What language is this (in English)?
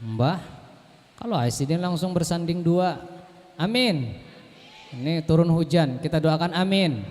Banjar